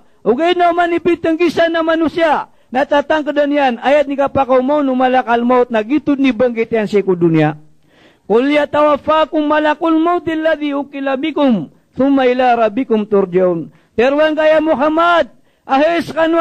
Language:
Maranao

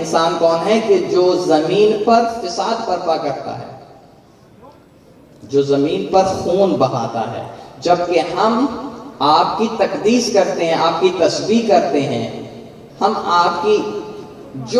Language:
Urdu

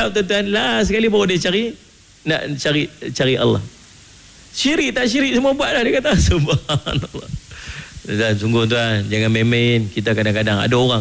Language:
Malay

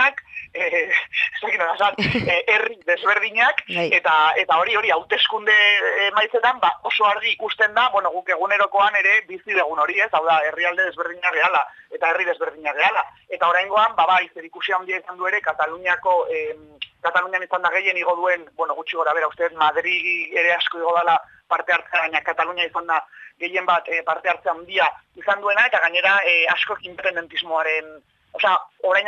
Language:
Basque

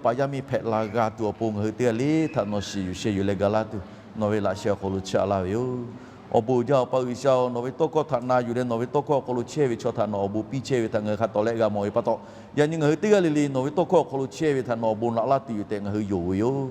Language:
Lahu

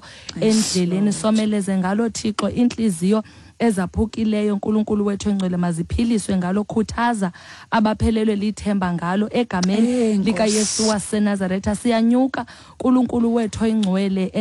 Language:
Xhosa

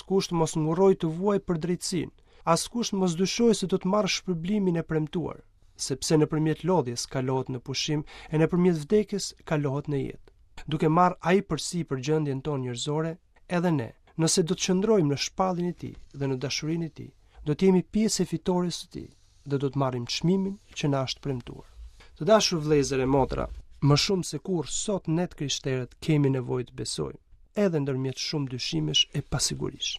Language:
Albanian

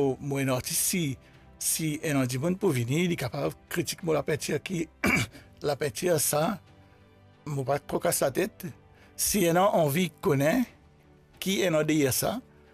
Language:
Morisyen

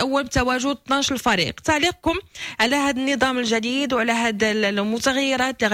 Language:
Moroccan Arabic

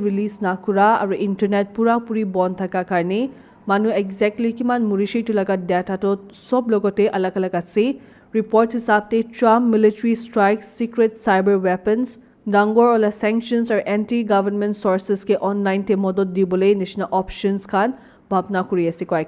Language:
Naga Pidgin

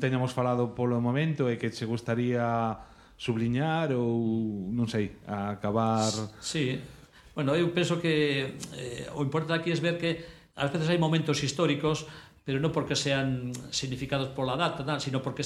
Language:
Galician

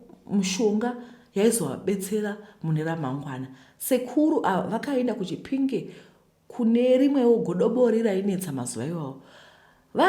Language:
Shona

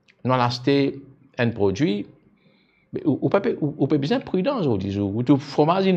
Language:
Morisyen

